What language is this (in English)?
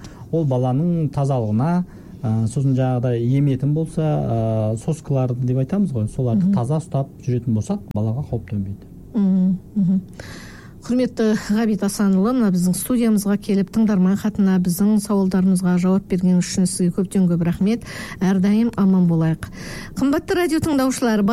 Kazakh